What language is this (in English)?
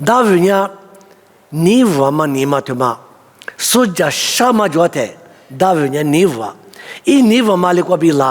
Lisu